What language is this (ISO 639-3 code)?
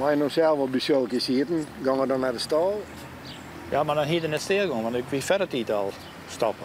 fry